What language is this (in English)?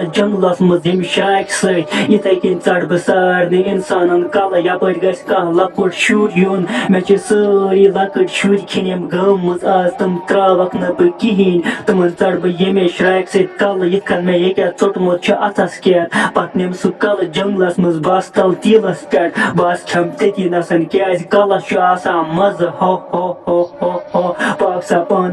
Kashmiri